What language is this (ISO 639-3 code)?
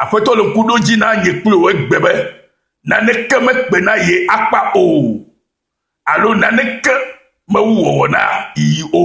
ewe